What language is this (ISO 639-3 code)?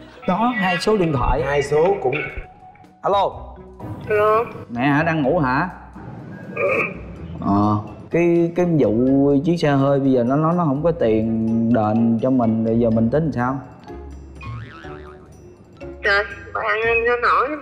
vie